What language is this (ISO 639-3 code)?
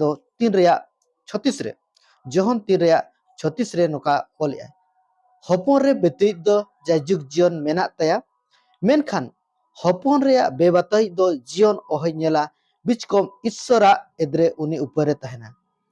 sat